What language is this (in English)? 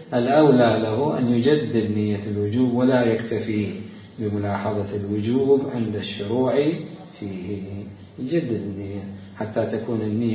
Mesopotamian Arabic